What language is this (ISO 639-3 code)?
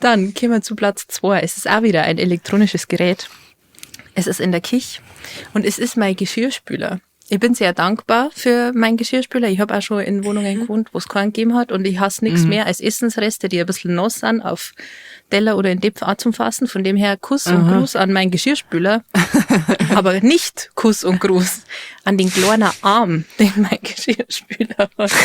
bar